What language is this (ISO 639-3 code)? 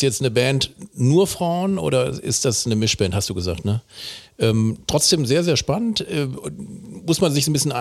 deu